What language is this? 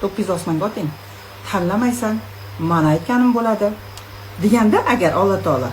Uzbek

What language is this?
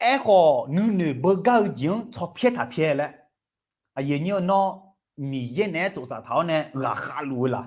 Akha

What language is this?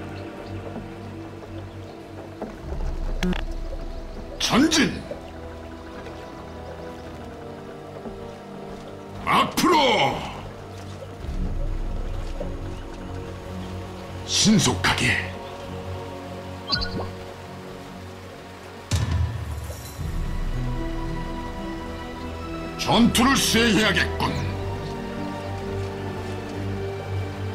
Korean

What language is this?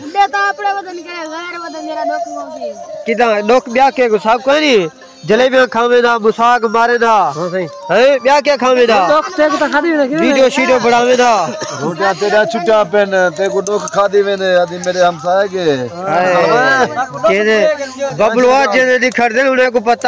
Saraiki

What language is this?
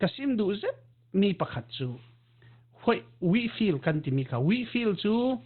Falam Chin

